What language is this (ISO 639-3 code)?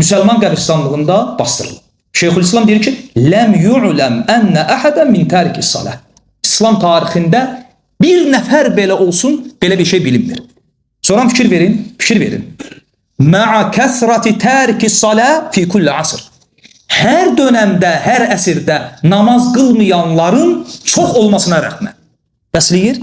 aze